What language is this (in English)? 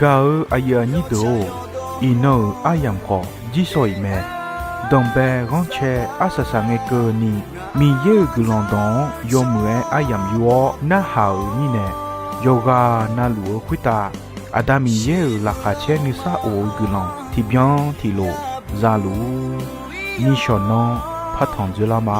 Akha